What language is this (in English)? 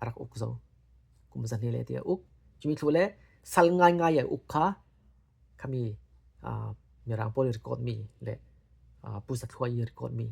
Falam Chin